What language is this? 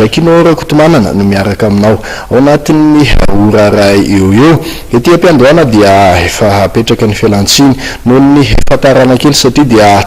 Malagasy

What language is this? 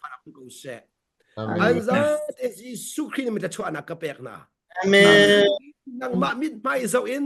Hakha Chin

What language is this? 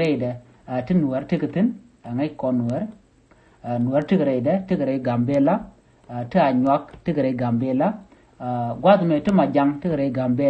Nuer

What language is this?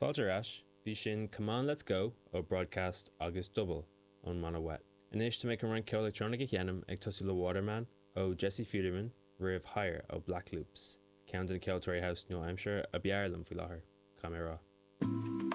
Irish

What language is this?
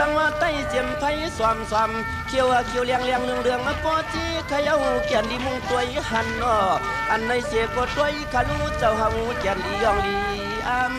Shan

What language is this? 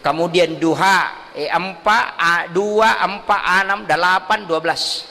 Buginese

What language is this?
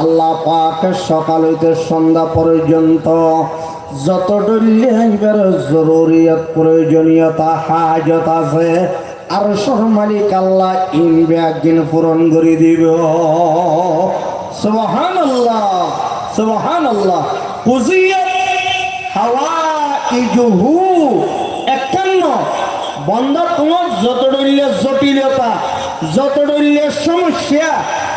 Rohingya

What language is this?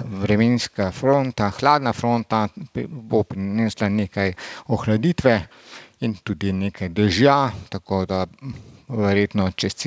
Slovenian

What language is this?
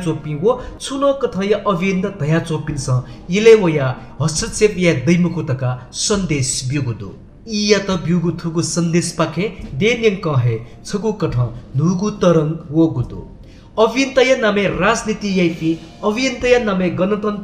Newari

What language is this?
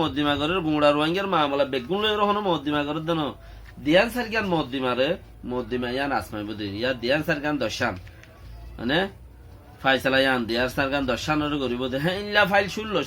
Rohingya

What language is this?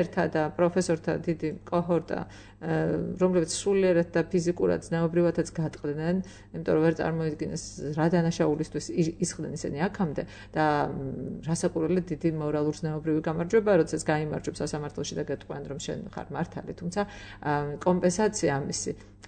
Georgian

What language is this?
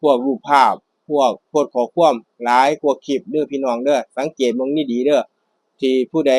Northeastern Thai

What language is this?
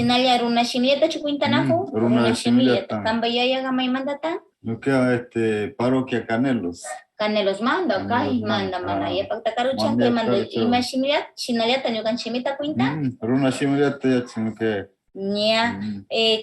Northern Pastaza Quichua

